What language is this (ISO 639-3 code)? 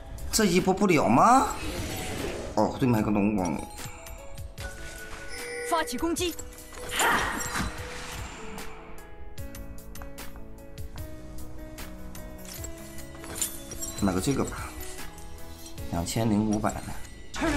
zho